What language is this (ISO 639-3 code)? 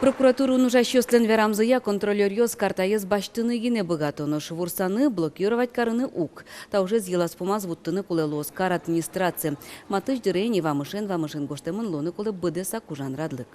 udm